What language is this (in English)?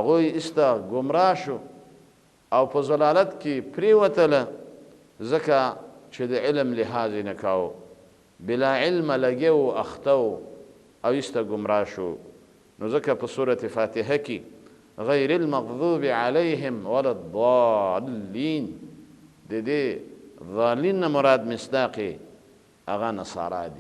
Pashto